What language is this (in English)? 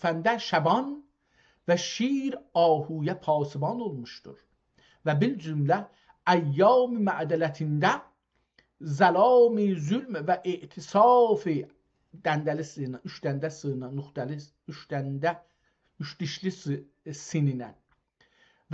South Azerbaijani